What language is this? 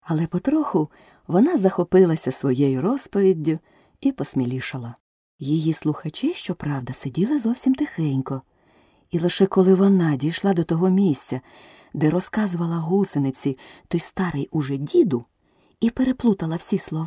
Ukrainian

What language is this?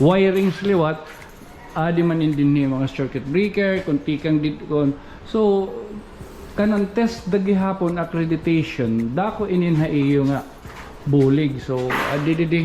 Waray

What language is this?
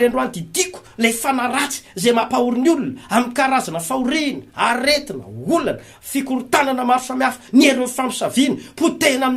Malagasy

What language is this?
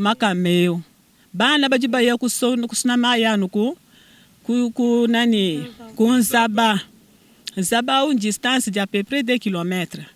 Luba-Lulua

